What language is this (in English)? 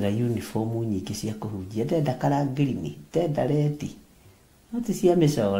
Kikuyu